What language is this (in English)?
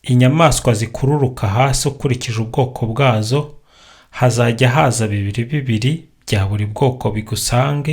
Kinyarwanda